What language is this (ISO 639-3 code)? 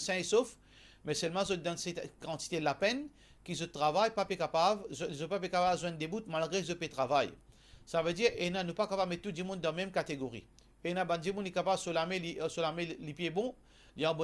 mfe